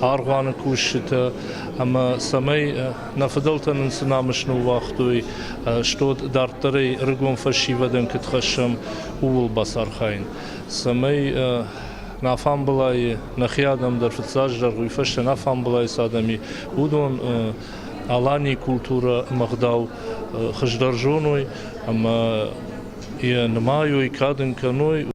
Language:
Ossetic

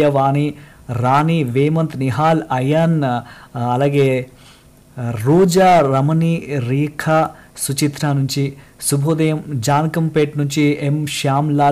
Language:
Telugu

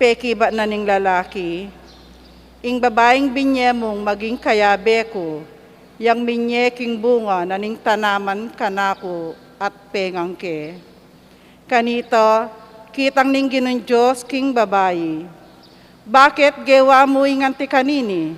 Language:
Pampanga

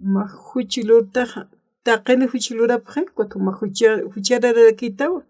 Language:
Aymara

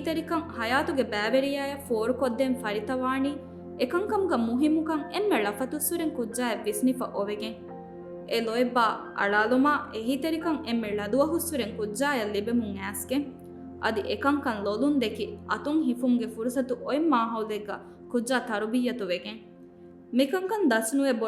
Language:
Divehi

